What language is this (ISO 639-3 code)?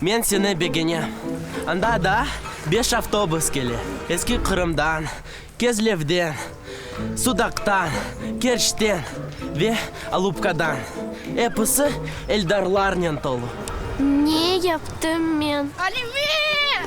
crh